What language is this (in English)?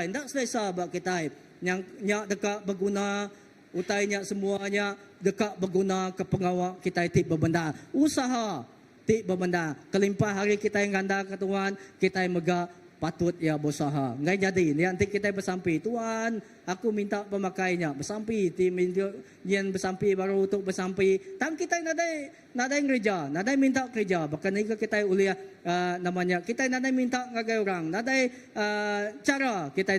Iban